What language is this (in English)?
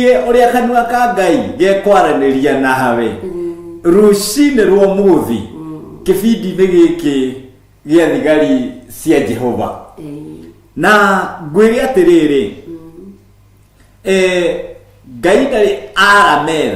Kikuyu